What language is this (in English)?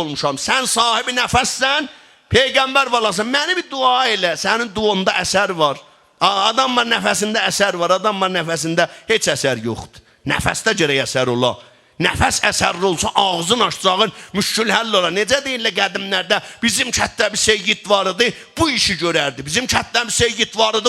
South Azerbaijani